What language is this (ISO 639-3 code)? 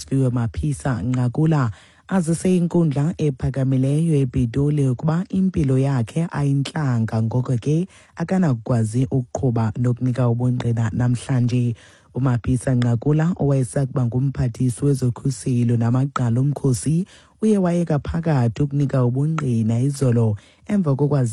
xho